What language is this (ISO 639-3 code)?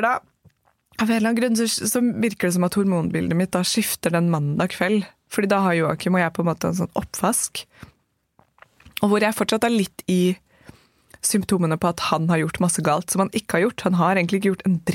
nor